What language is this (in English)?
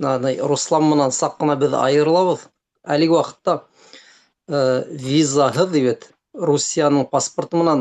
Bashkir